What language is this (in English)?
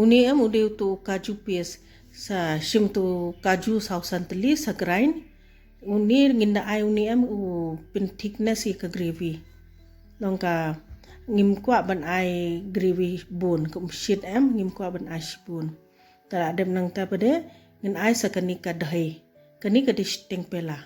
Khasi